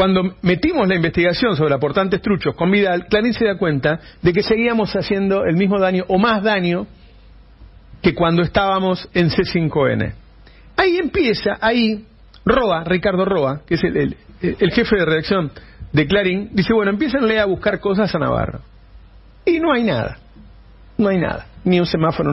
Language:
Spanish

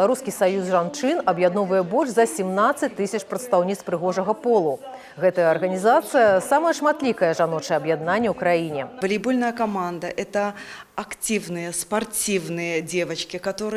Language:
Belarusian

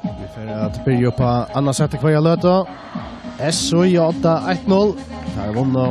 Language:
Faroese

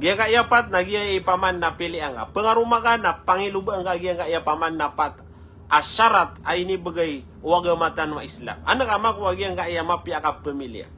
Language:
Maranao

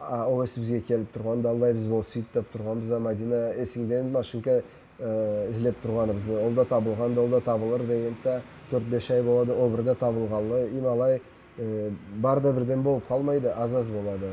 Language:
Karachay-Balkar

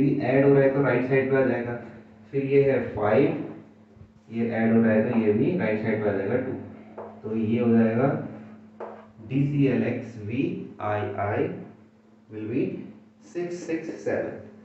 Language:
Hindi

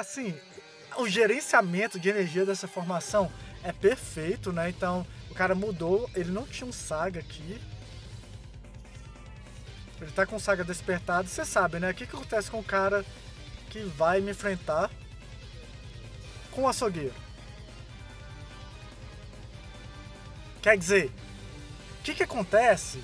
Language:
Portuguese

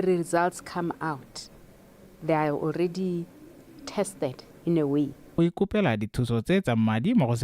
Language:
Tswana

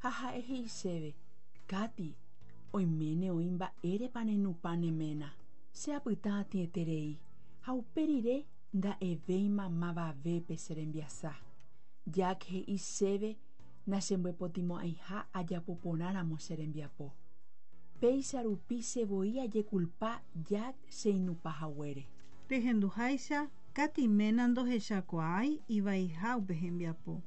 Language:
Guarani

